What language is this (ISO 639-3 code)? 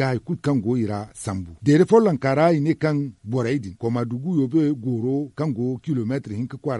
dje